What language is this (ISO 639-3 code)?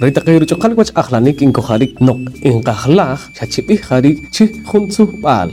poh